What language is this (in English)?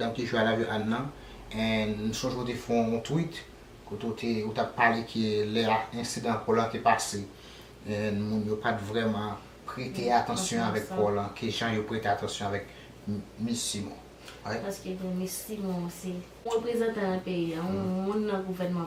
Haitian Creole